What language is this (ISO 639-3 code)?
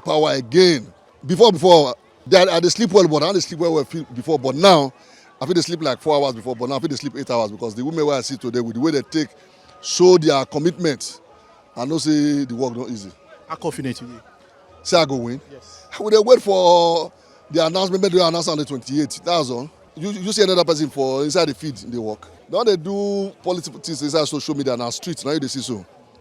pcm